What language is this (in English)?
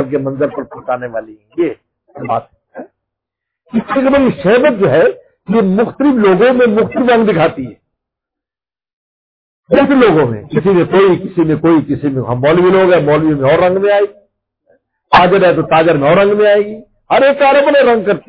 Urdu